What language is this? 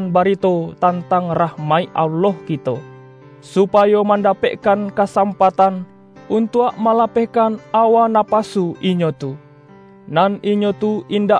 Minangkabau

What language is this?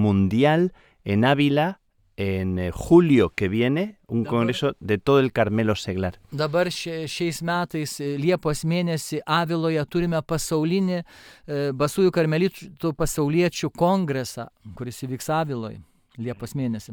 Lithuanian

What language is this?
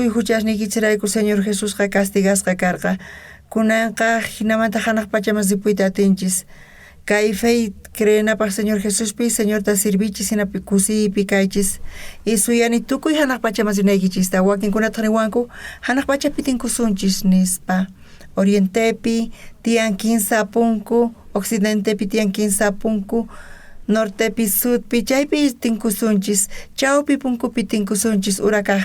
South Bolivian Quechua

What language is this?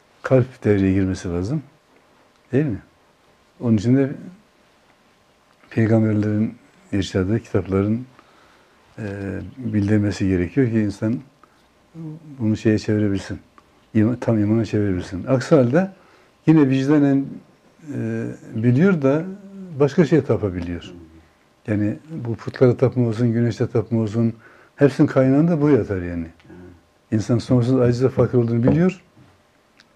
Turkish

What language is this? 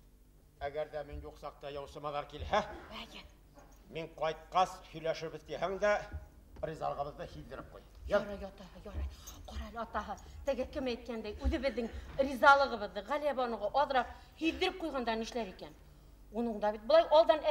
Bashkir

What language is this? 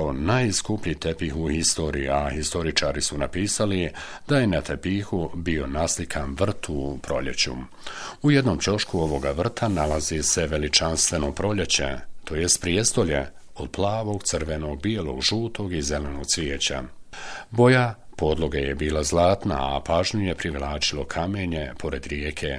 Bosnian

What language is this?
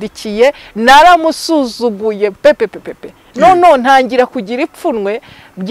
Kinyarwanda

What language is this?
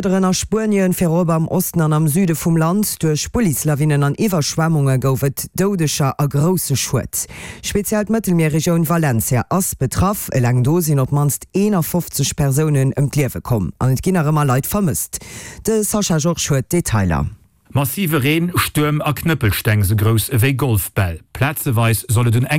Luxembourgish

